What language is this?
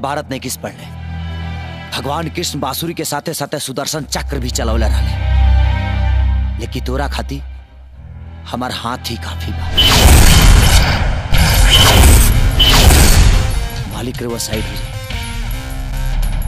Bhojpuri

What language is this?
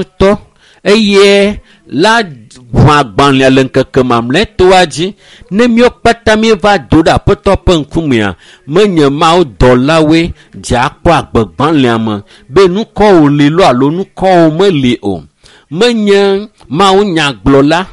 Ewe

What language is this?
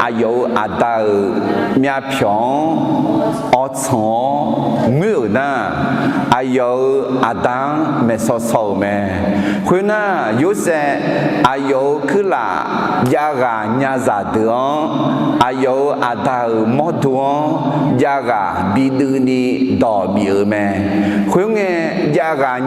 Akha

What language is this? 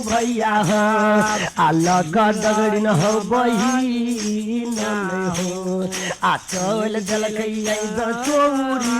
Maithili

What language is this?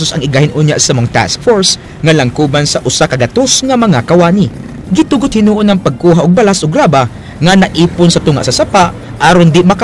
Cebuano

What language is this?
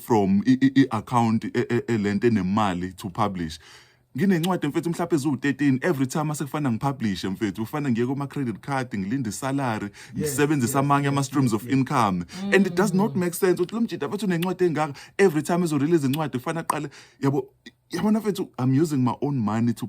Zulu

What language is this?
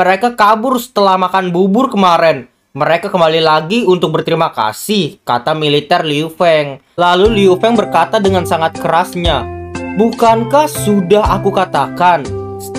Indonesian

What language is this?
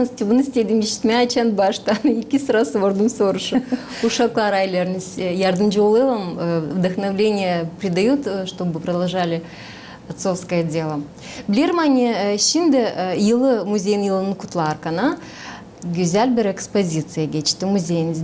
Gagauz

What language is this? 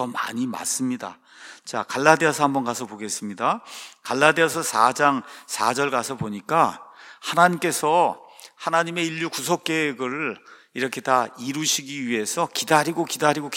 Korean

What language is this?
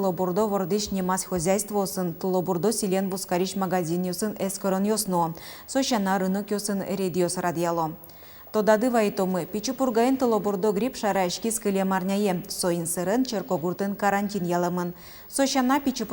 Udmurt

